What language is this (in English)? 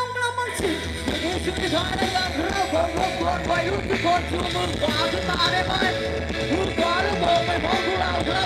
Thai